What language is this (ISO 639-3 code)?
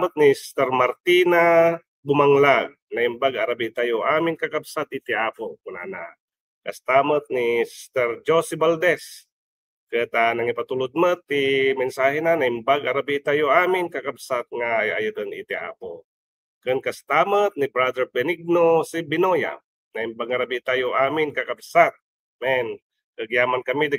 ilo